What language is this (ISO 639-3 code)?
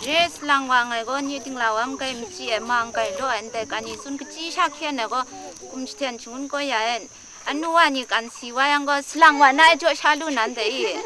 kac